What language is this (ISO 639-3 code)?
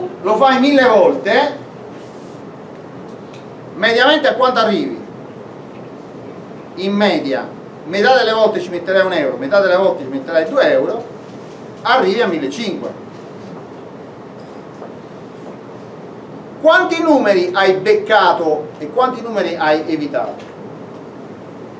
ita